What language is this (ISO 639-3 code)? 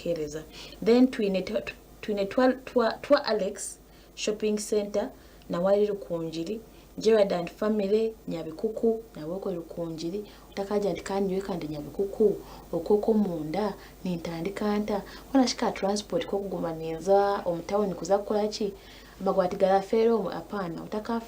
nyn